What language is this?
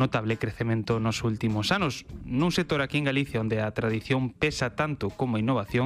Galician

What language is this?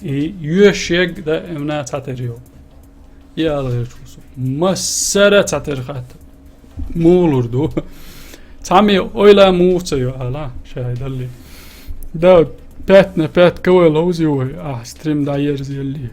Chechen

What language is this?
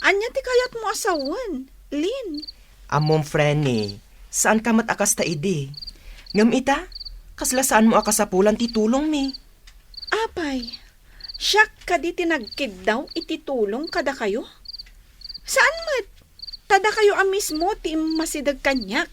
Iloko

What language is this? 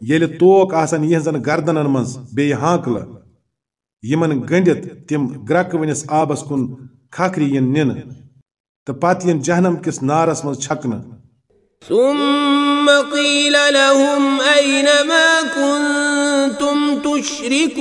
Kashmiri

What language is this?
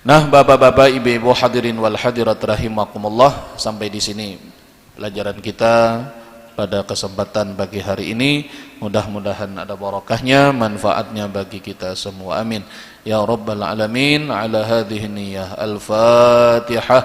Banjar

